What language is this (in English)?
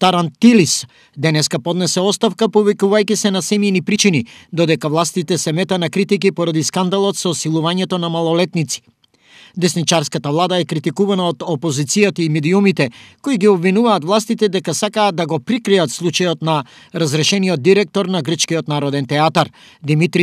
Macedonian